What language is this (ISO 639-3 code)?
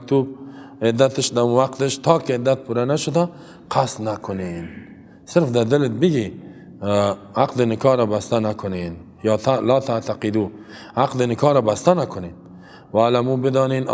fas